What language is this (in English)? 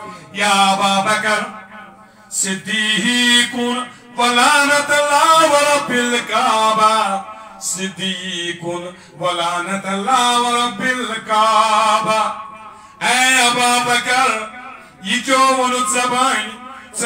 Kashmiri